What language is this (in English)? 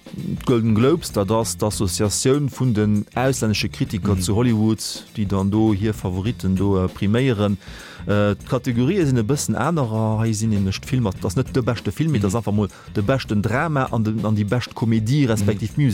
Luxembourgish